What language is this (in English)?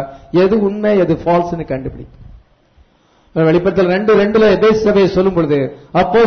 Tamil